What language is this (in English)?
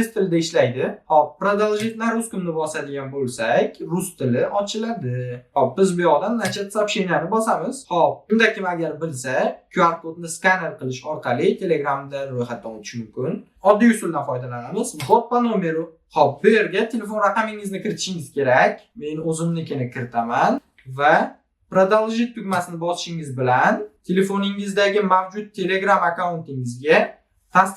Uzbek